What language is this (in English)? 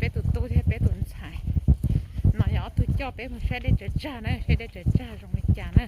Hmong